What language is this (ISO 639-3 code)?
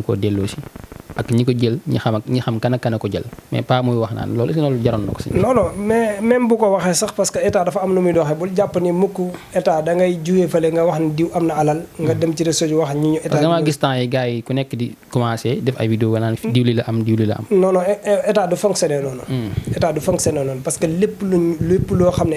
wol